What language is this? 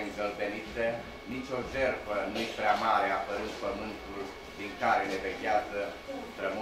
Romanian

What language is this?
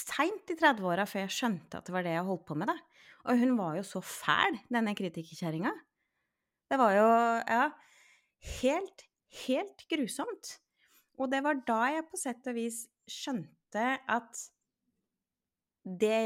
Norwegian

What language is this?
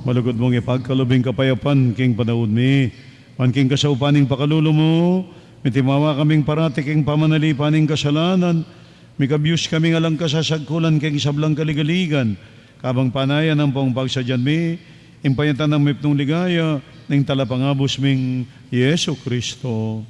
Pampanga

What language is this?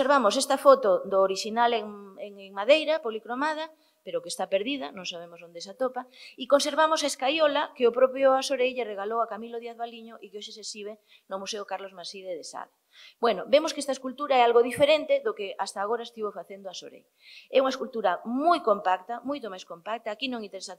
Galician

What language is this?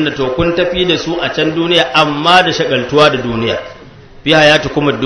Hausa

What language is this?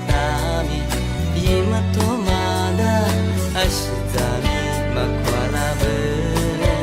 Lisu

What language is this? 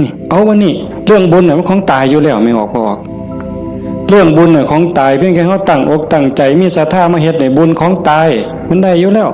Northeastern Thai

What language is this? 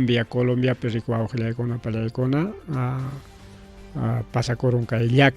Ayacucho Quechua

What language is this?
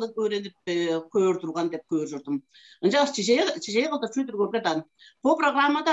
Tuvinian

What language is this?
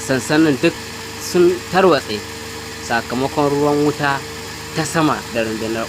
Hausa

